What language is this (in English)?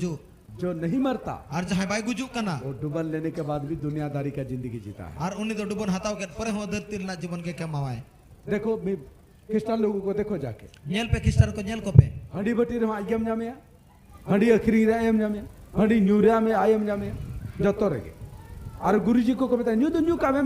Santali